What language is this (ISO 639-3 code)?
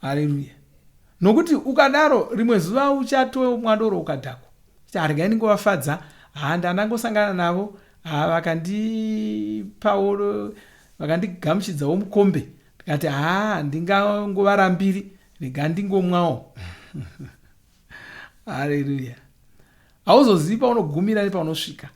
sna